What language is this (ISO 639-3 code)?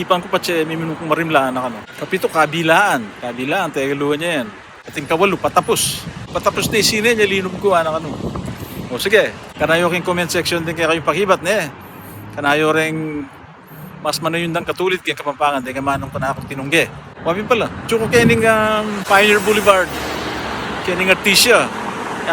pam